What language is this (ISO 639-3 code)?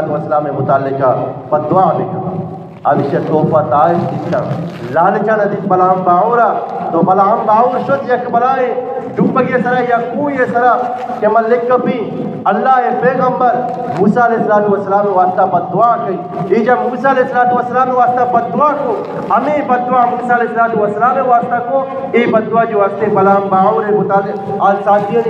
bgp